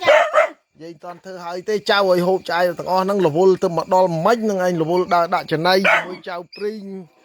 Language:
Khmer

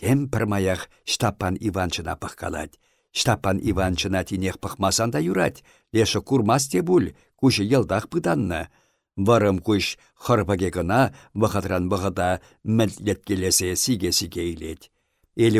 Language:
Chuvash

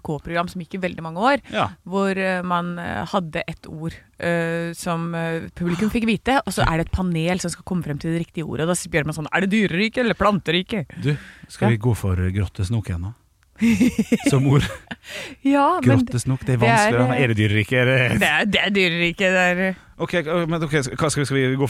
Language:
Norwegian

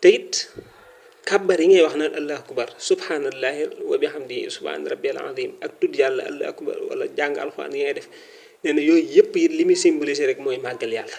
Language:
Wolof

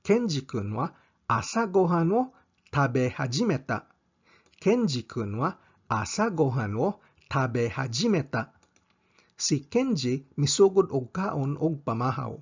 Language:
Cebuano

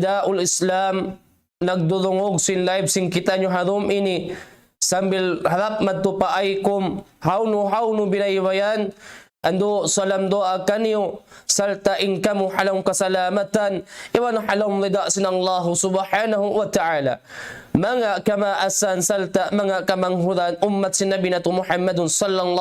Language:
Tausug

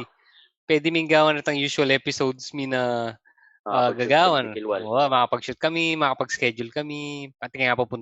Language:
Pampanga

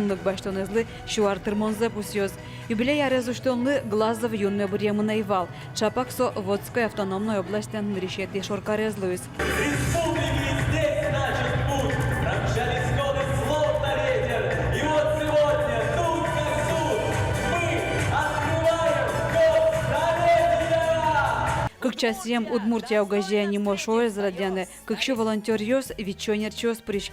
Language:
Udmurt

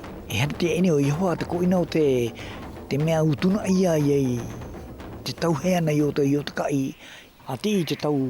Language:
South Marquesan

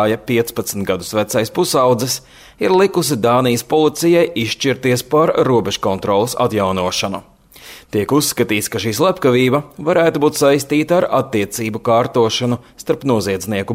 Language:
Latvian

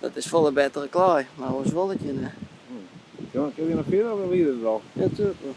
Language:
Western Frisian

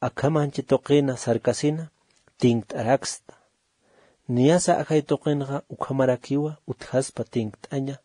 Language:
Aymara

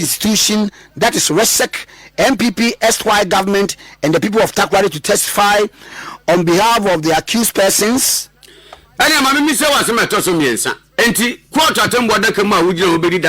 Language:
Akan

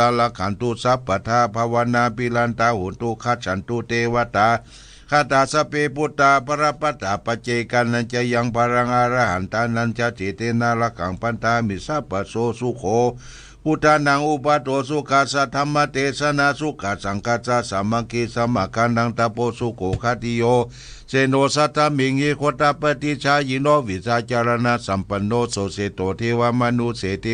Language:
Pali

